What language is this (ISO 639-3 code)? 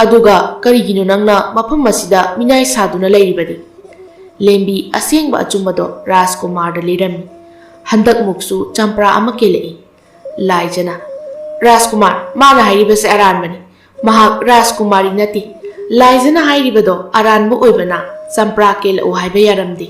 mni